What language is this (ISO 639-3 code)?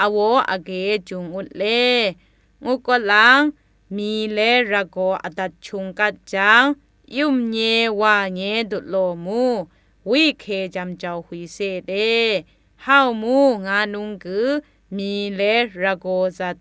atb